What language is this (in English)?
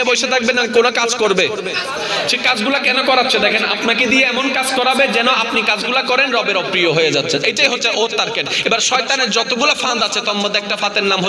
Bangla